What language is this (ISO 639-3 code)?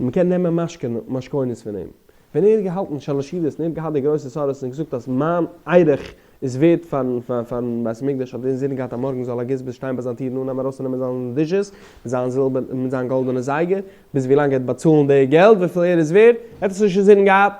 yid